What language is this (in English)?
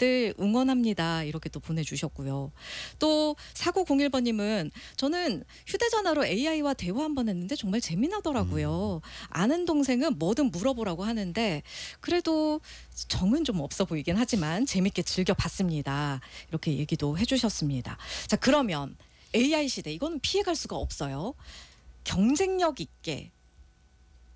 Korean